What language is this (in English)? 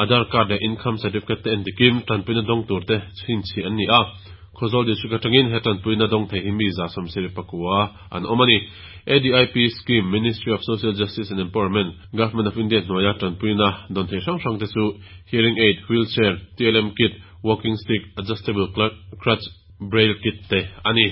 Mizo